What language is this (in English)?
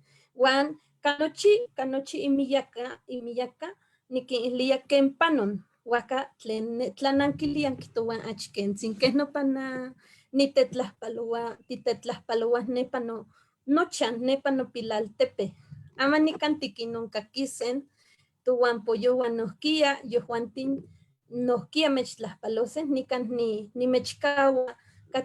Eastern Huasteca Nahuatl